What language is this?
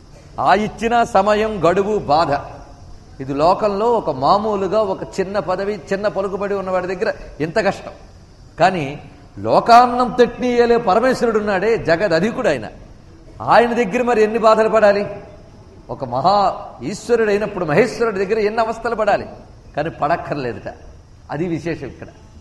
Telugu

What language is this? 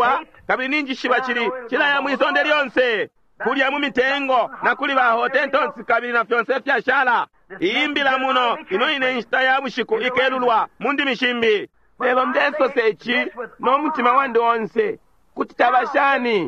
Bemba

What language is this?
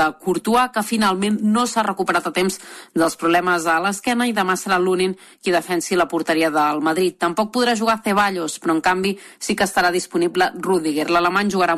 Catalan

